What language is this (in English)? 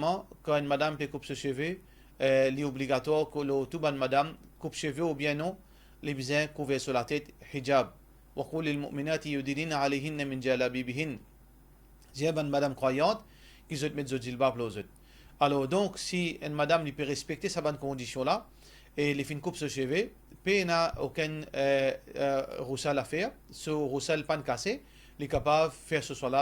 Morisyen